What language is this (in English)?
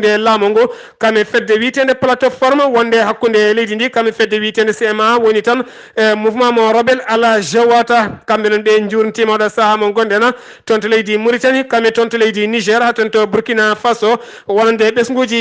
Fula